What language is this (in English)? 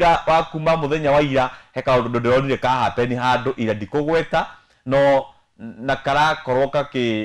Kikuyu